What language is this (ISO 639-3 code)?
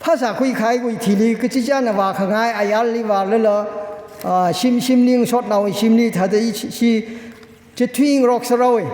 nmf